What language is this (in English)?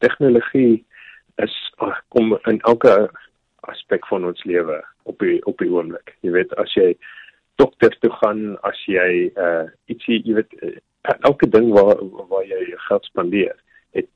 Afrikaans